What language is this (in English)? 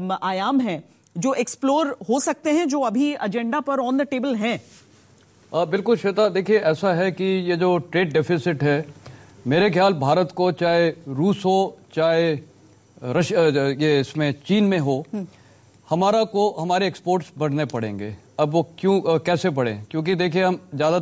Hindi